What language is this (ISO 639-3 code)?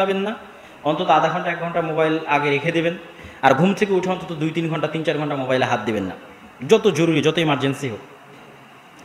ben